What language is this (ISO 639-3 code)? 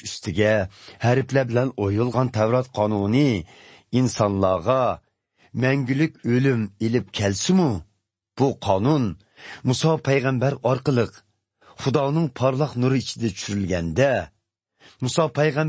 uig